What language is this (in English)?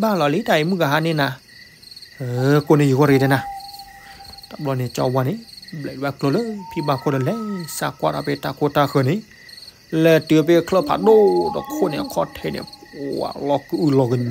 S'gaw Karen